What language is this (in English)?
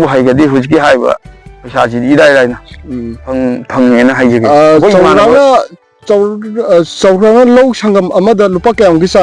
Manipuri